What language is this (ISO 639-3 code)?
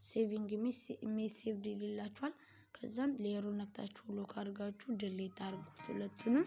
amh